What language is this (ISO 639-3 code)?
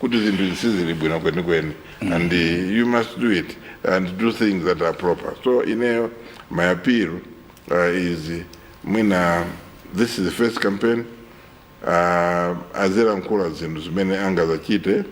nya